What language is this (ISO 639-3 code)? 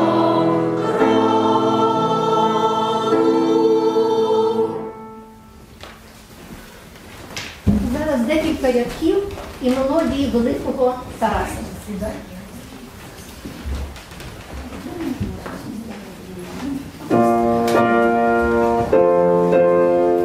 ukr